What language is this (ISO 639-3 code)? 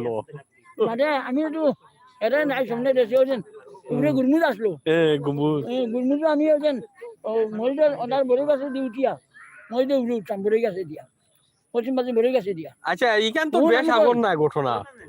syl